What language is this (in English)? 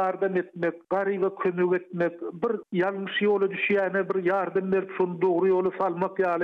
Turkmen